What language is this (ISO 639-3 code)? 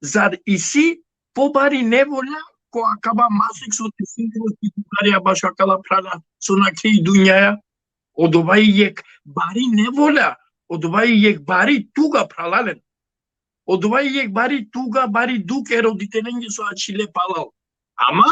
rmn